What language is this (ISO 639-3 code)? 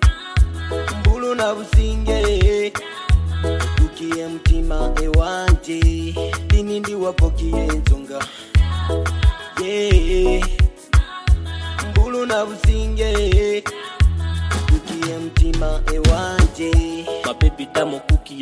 swa